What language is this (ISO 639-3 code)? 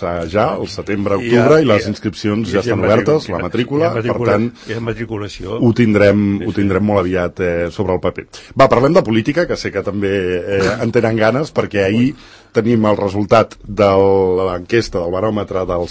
cat